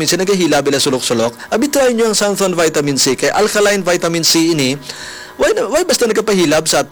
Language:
Hiligaynon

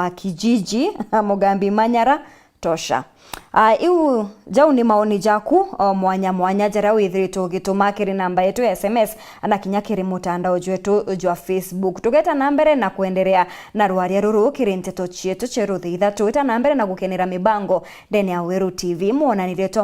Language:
Meru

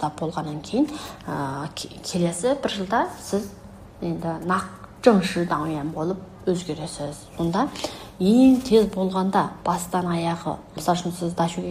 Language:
Kazakh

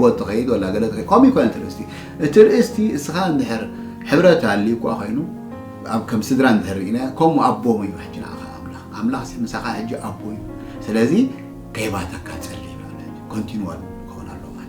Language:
Tigrinya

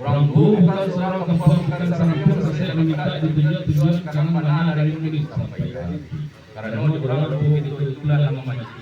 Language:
Minangkabau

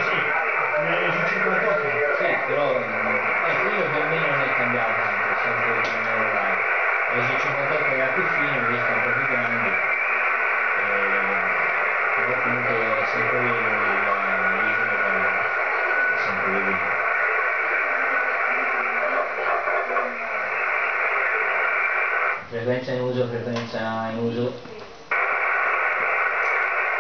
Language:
Italian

